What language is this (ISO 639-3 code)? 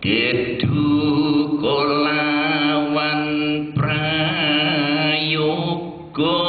jav